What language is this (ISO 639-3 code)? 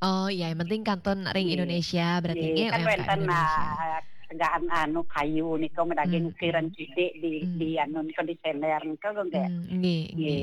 ban